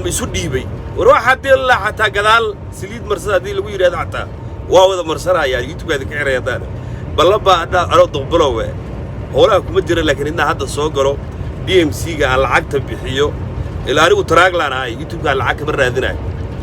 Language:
Somali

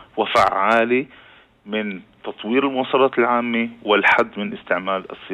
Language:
North Levantine Arabic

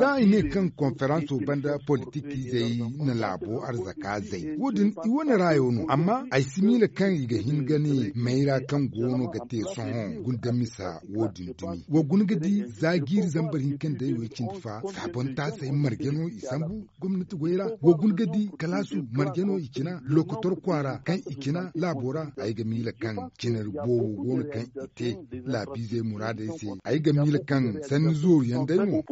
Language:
Zarma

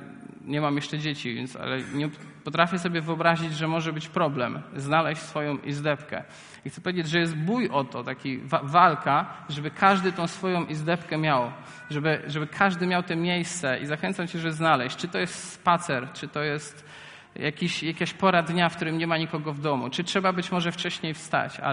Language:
Polish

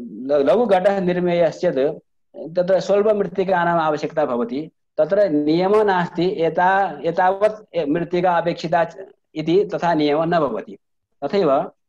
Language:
Sanskrit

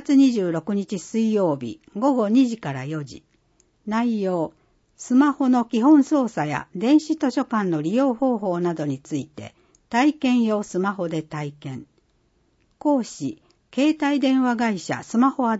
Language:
Japanese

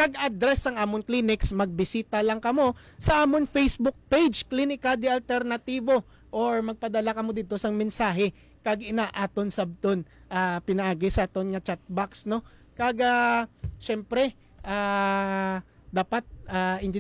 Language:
Hiligaynon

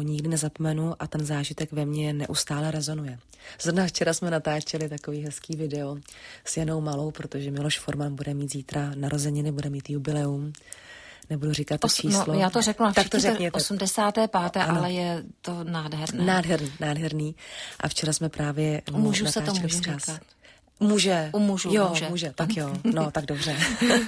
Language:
Czech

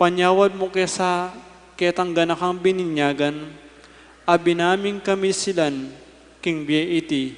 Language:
Pampanga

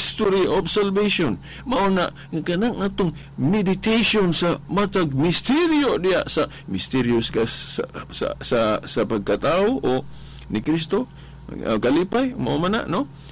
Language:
Cebuano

